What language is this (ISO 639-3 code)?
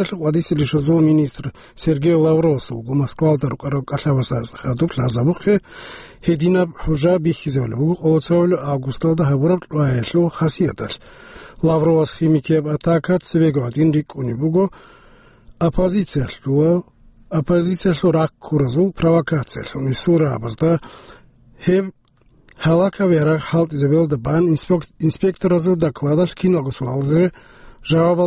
ava